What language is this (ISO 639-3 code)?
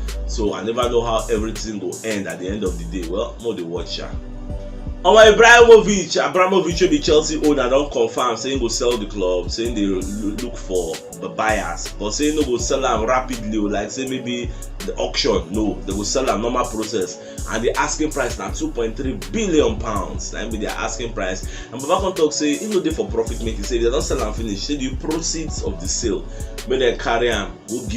pcm